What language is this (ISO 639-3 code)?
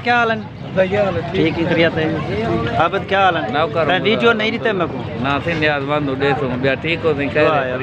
skr